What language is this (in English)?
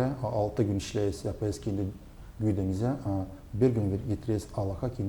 Gagauz